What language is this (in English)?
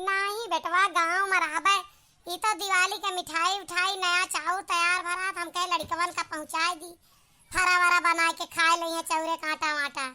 Awadhi